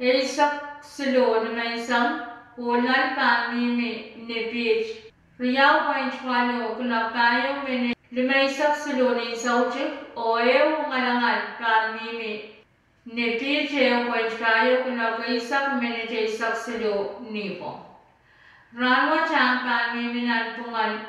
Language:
Pohnpeian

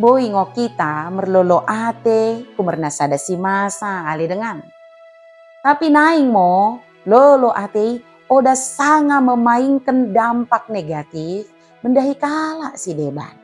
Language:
Batak Dairi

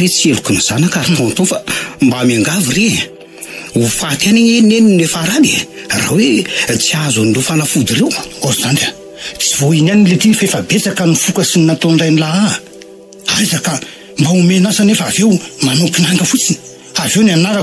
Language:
Malagasy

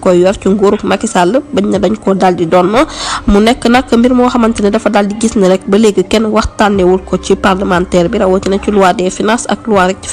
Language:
Wolof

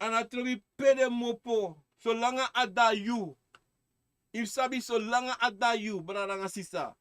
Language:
Sranan Tongo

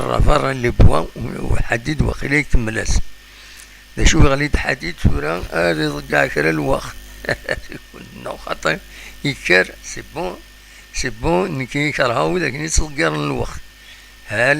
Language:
Kabyle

